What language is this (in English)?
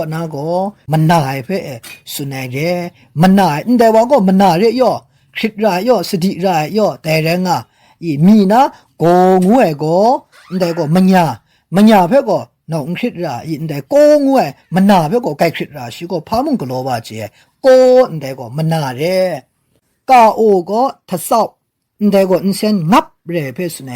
Kachin